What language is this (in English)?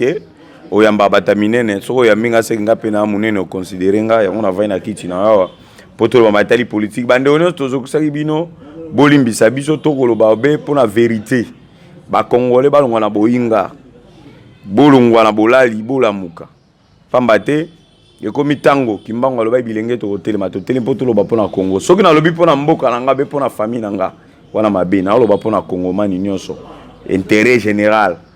Lingala